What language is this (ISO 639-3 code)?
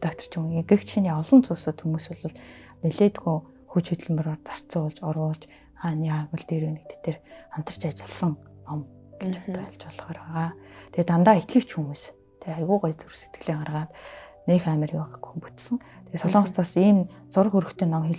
mon